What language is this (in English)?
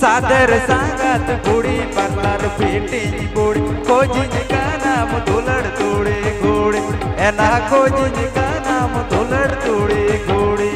Santali